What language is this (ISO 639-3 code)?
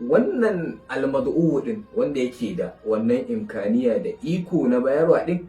hau